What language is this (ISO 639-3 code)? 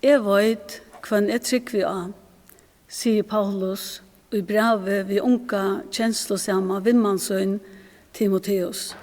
fao